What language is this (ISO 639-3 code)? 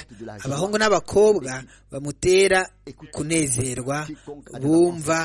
kin